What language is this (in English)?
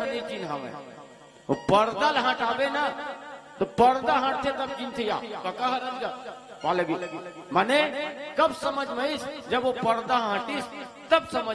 Chhattisgarhi